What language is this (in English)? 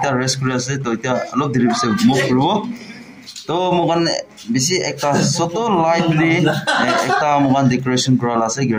Naga Pidgin